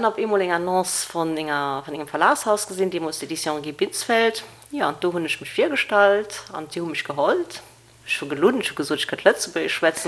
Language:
Luxembourgish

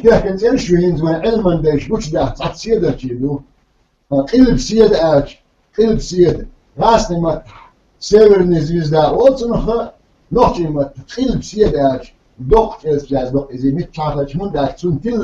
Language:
Chechen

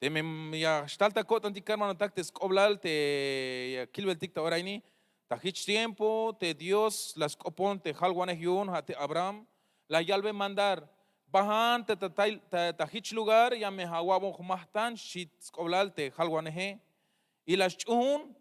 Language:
Tzeltal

